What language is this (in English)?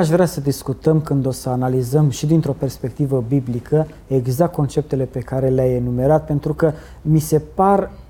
Romanian